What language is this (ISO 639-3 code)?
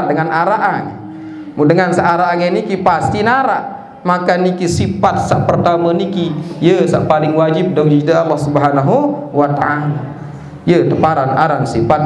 sas